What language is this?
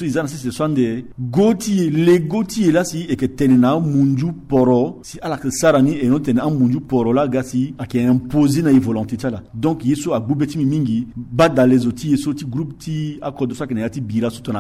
Sango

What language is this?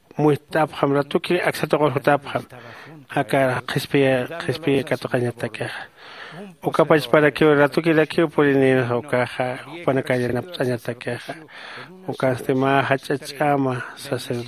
Aymara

